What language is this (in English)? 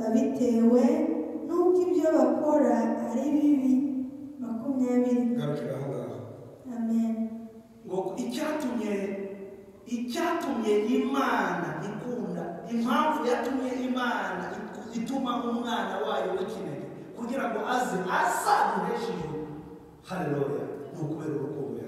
Kinyarwanda